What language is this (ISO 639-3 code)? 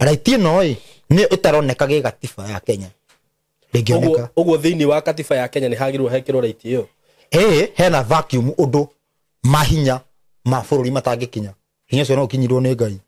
kik